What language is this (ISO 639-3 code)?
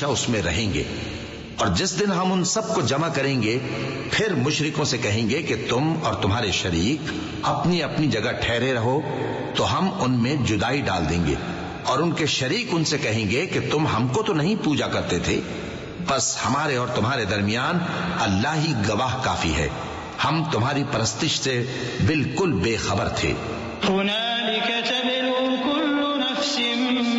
urd